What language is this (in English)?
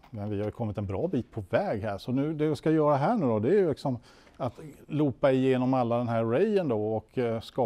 Swedish